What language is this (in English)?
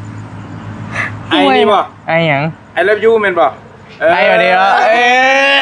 Northeastern Thai